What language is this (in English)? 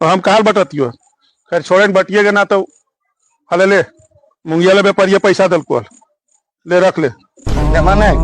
Magahi